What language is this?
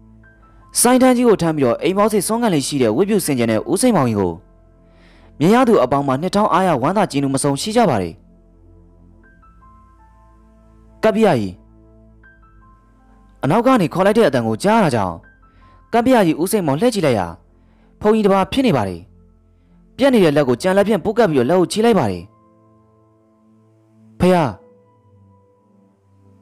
Burmese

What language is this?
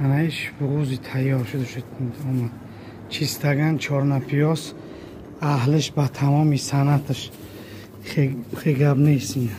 Tajik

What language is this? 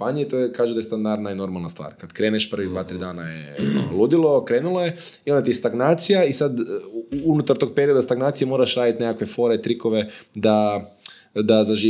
Croatian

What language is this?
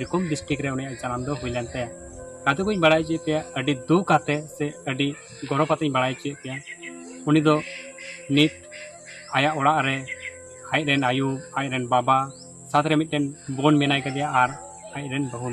Santali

